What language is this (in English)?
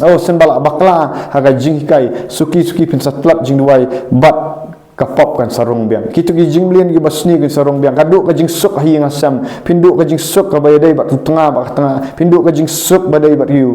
Khasi